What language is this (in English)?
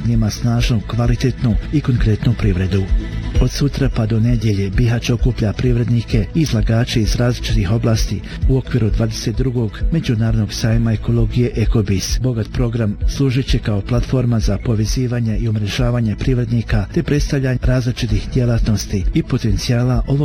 Bosnian